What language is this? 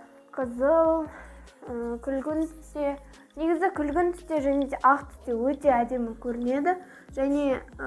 Kazakh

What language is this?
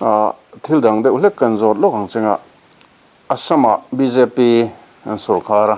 Mizo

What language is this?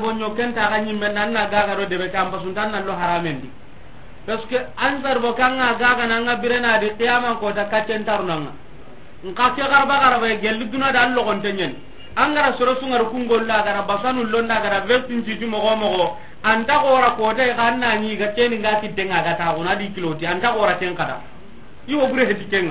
Soninke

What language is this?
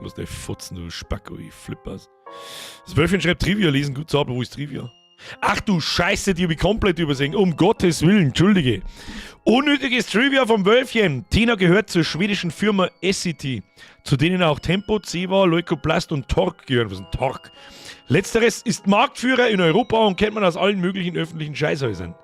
Bavarian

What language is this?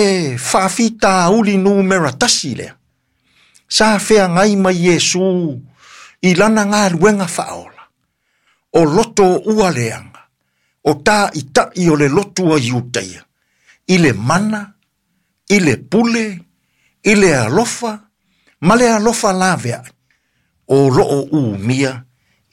Samoan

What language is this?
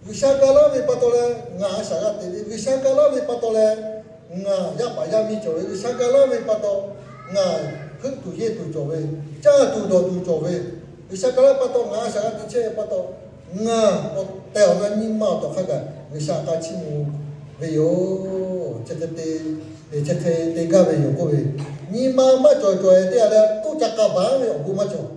Lahu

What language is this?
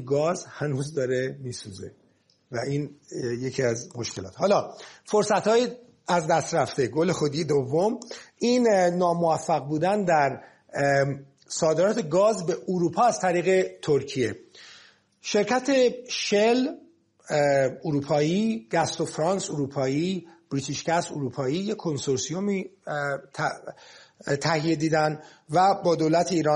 Persian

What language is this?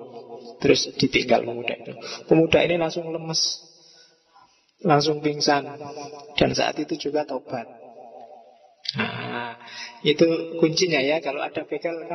Indonesian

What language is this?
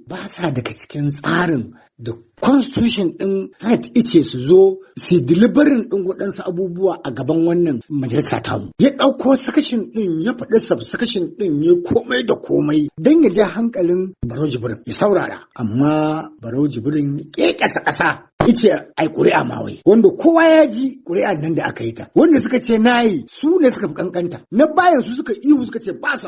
Hausa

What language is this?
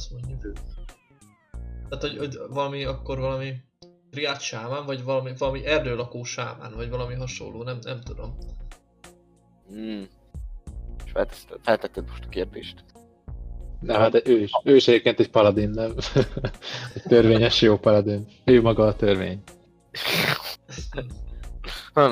Hungarian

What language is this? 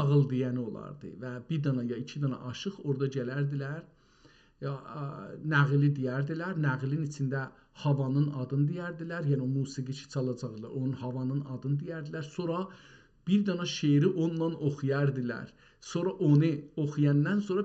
South Azerbaijani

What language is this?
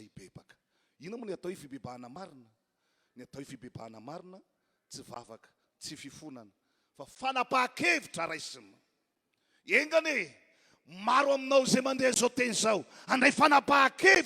Malagasy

